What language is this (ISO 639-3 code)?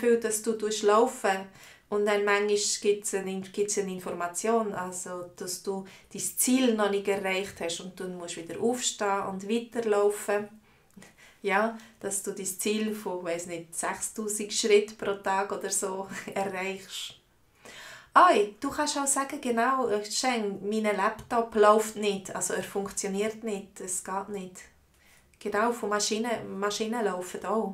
gsw